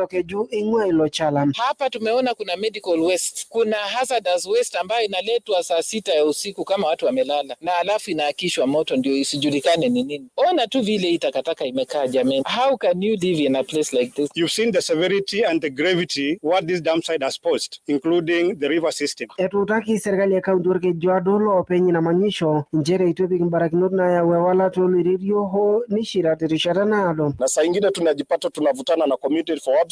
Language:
Masai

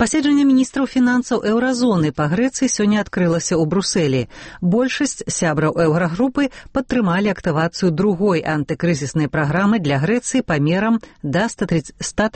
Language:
Belarusian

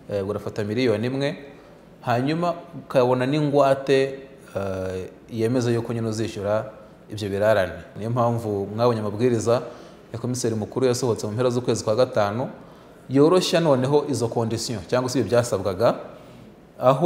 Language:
Kinyarwanda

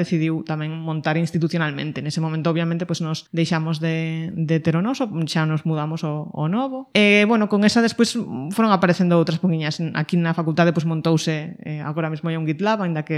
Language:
Galician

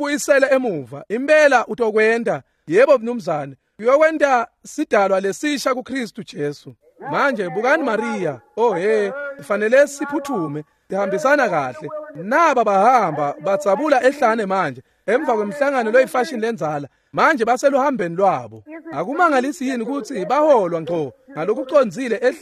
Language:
Swati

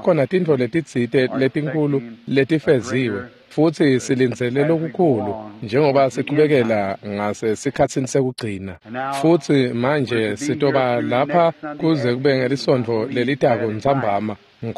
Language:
Swati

